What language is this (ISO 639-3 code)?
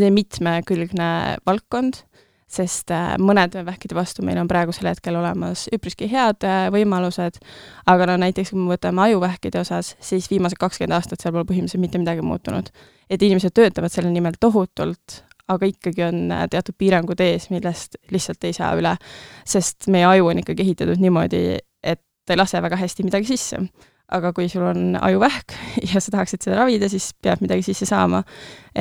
est